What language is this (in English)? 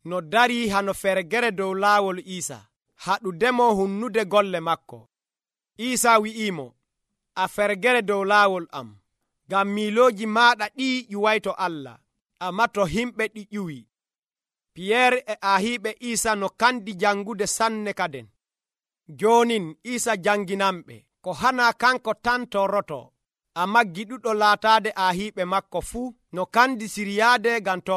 Nigerian Fulfulde